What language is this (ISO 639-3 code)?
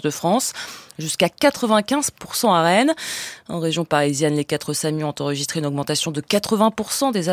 fra